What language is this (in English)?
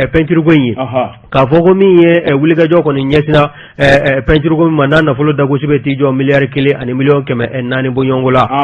Bambara